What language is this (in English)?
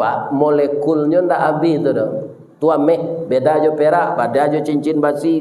Minangkabau